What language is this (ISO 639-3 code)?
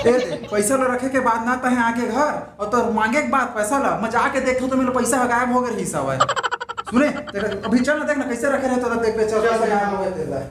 hne